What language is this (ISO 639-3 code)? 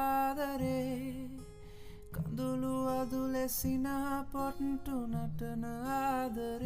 sin